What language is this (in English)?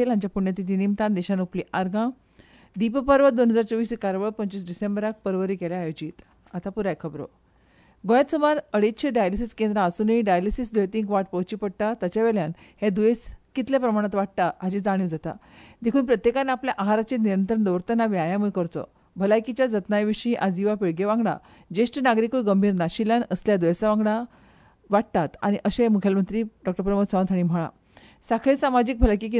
Konkani